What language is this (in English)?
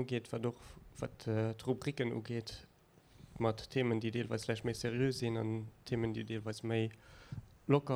Luxembourgish